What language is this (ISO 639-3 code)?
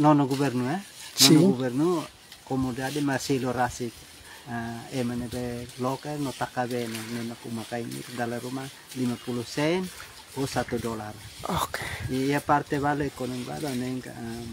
tet